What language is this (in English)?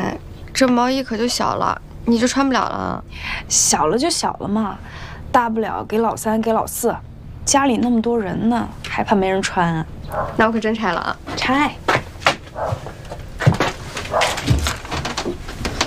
Chinese